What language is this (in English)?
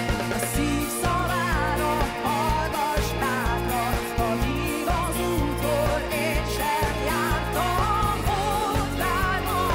Hungarian